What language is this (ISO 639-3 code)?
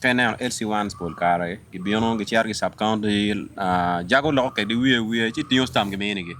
ach